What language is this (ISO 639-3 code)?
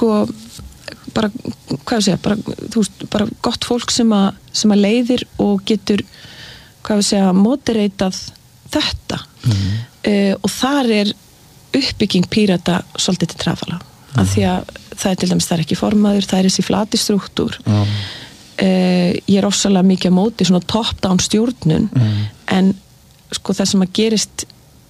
isl